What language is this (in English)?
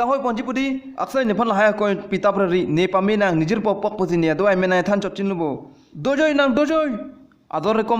Karbi